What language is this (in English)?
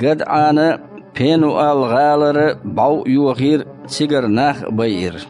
Chechen